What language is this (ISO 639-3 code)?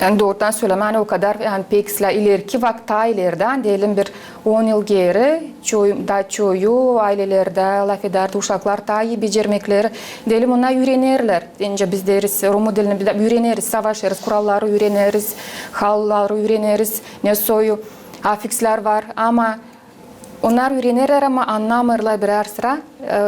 gag